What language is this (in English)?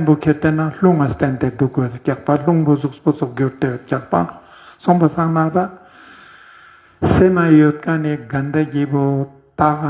Ladakhi